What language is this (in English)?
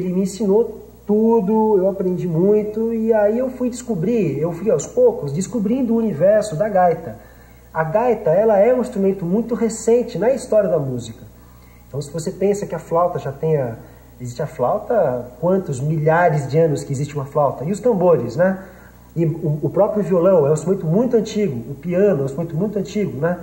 Portuguese